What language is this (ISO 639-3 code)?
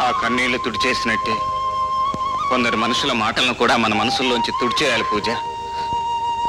tel